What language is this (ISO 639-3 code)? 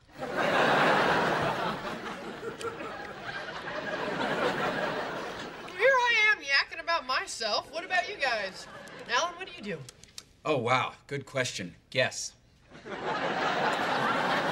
eng